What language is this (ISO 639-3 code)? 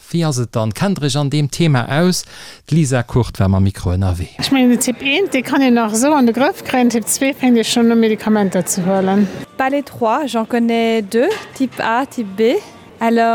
ltz